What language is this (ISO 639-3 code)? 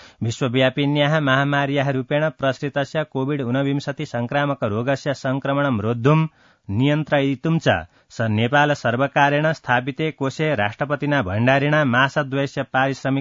san